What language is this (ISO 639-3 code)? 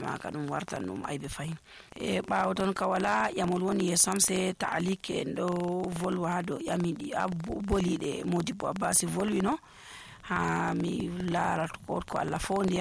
fuv